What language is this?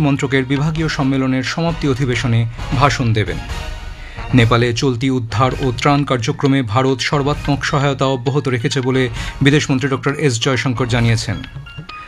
Bangla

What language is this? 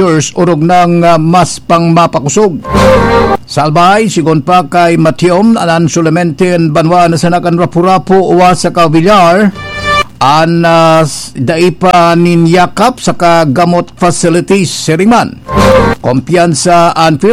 Bikol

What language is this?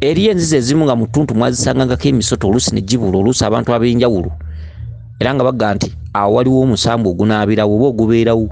Ganda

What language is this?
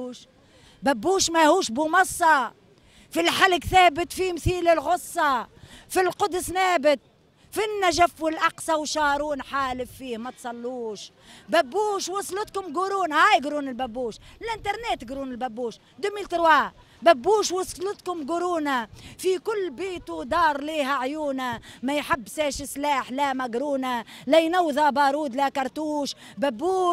Tunisian Arabic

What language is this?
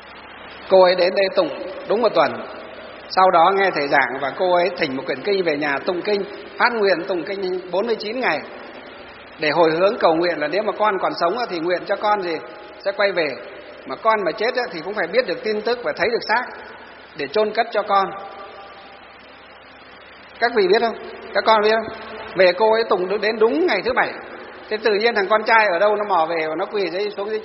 Vietnamese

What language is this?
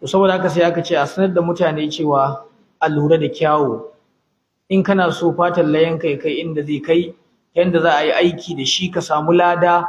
Hausa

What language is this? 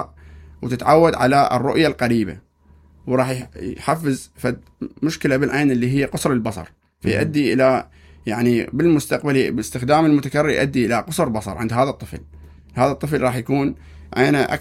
Mesopotamian Arabic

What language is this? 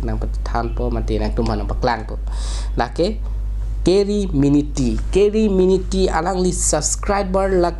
Karbi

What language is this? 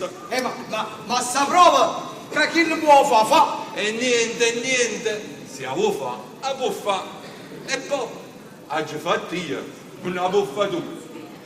Neapolitan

